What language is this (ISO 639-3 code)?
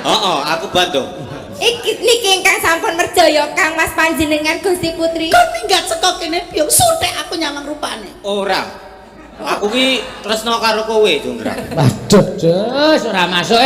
jav